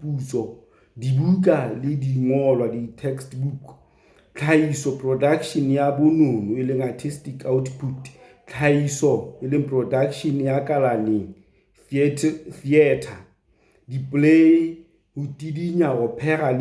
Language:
Southern Sotho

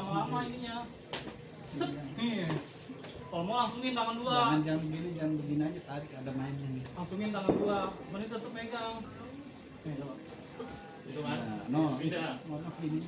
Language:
Betawi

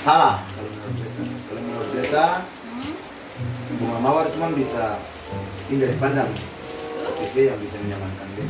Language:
Ambonese Malay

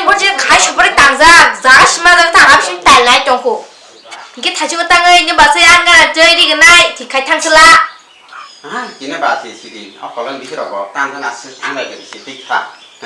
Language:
Kok Borok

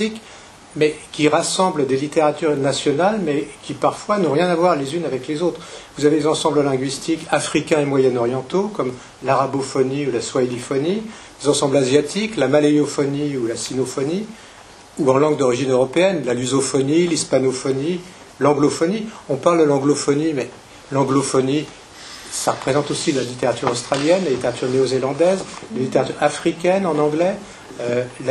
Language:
French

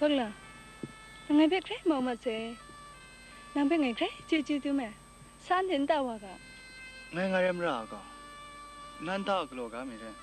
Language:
Kachin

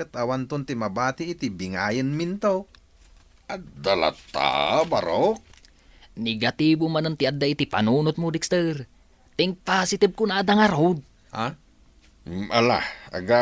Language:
Iloko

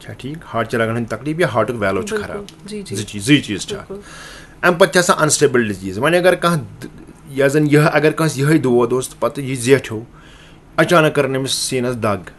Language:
Kashmiri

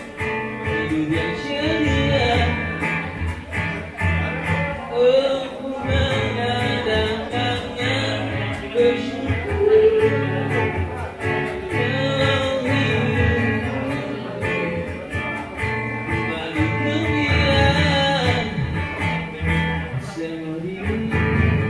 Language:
Malay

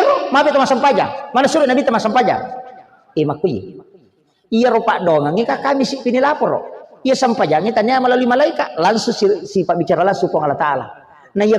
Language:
Buginese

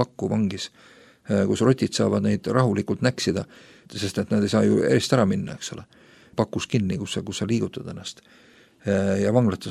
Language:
Estonian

